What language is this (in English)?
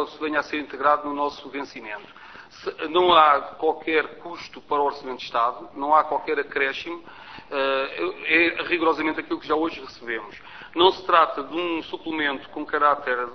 Portuguese